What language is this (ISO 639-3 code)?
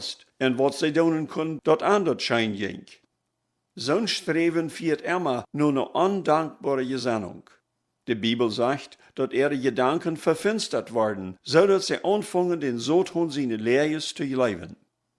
pdt